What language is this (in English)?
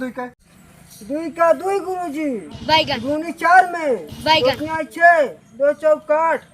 Awadhi